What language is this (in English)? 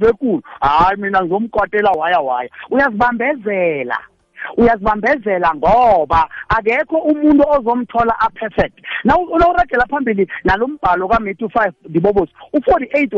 South Ndebele